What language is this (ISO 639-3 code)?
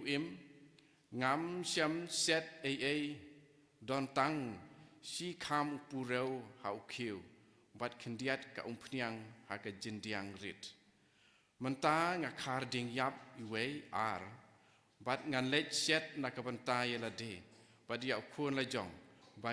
kha